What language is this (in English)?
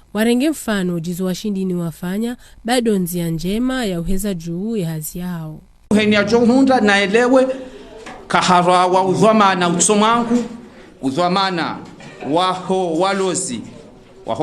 Ngazidja Comorian